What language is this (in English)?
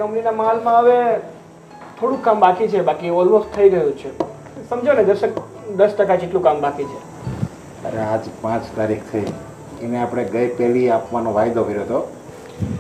Gujarati